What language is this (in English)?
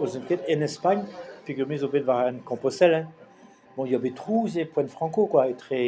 Breton